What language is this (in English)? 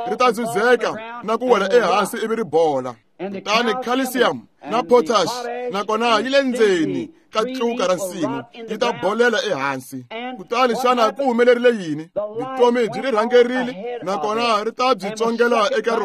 Tsonga